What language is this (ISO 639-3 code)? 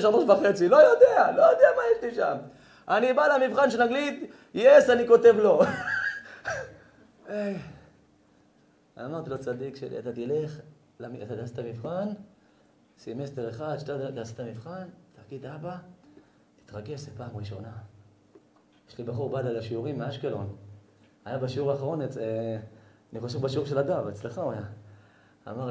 heb